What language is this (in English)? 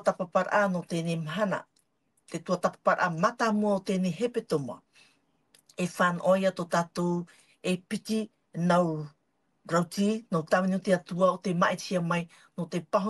Tahitian